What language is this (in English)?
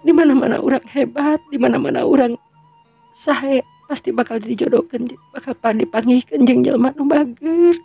Sundanese